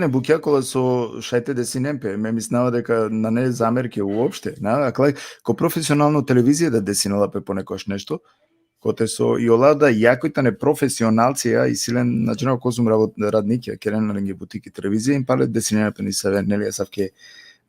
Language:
Balkan Romani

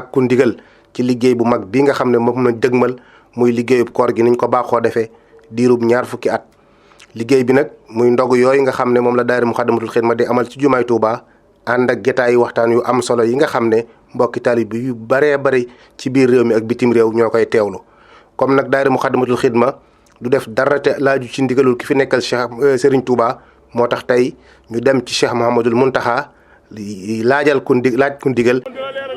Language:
Wolof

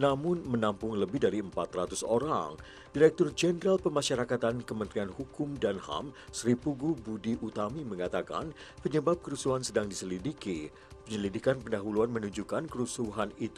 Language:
Indonesian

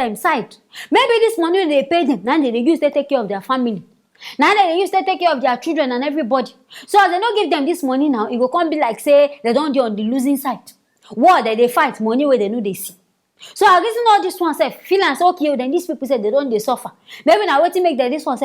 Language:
Nigerian Pidgin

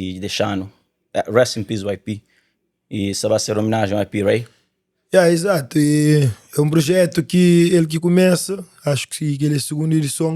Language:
Kabuverdianu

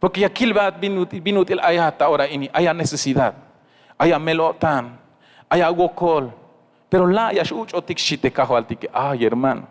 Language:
Tzeltal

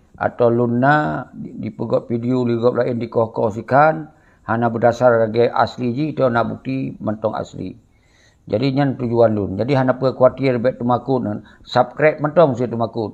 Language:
Achinese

